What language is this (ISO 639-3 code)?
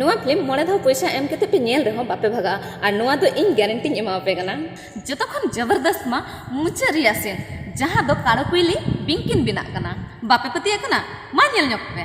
sat